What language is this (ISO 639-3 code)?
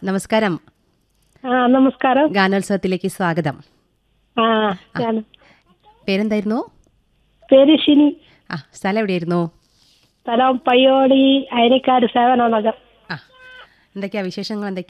mal